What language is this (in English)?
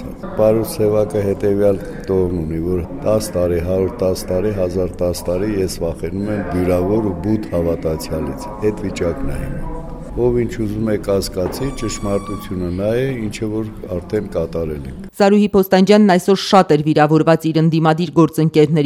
Armenian